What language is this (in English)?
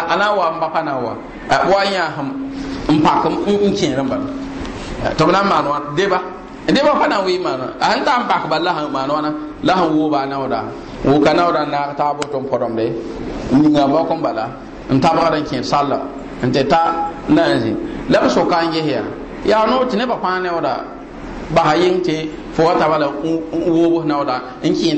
Mossi